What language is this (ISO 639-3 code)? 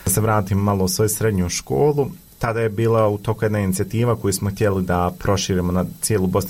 bos